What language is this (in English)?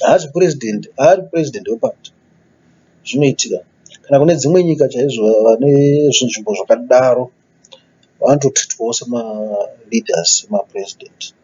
Shona